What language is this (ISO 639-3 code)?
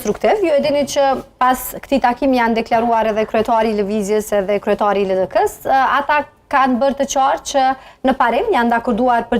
sqi